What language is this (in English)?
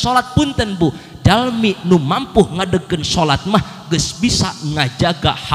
Sundanese